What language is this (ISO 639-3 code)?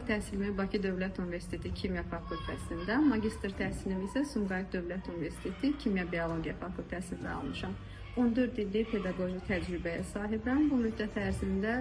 aze